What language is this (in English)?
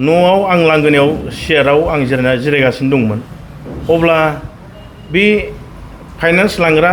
Bodo